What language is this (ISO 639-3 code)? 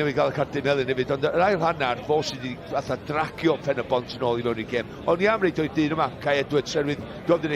cym